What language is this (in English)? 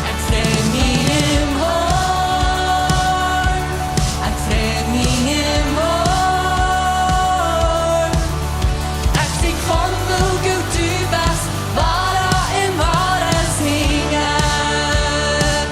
Plautdietsch